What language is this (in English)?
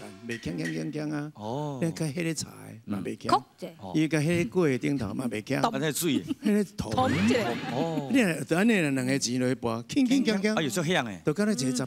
Min Nan Chinese